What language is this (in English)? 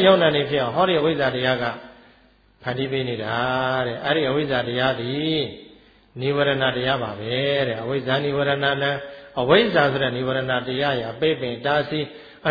Burmese